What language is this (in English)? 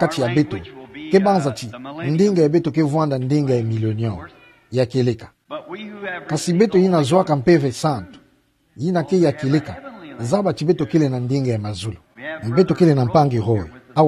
Kituba (Democratic Republic of Congo)